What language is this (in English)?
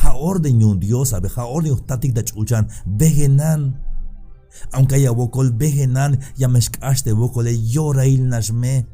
Tzeltal